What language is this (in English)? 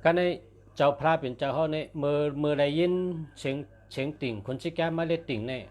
Shan